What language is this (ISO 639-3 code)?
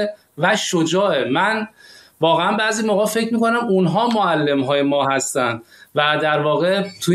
fas